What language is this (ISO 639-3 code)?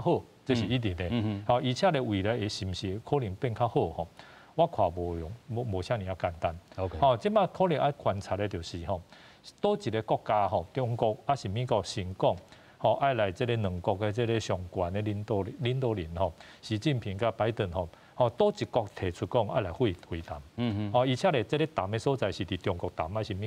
nan